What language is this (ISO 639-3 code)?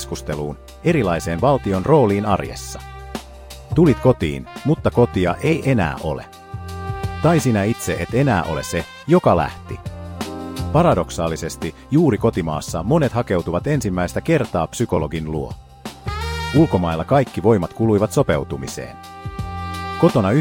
fin